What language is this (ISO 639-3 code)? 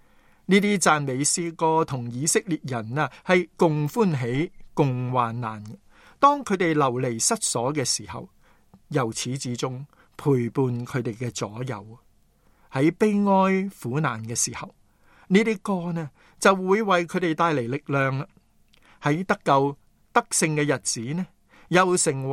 yue